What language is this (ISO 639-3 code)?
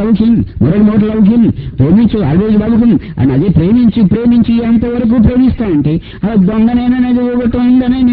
tel